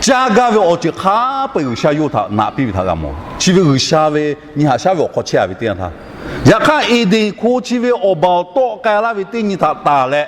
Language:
Lahu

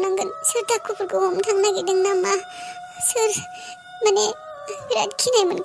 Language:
Bodo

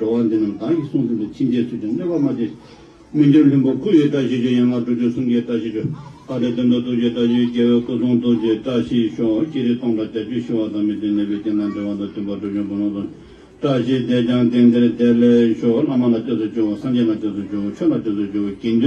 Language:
Tibetan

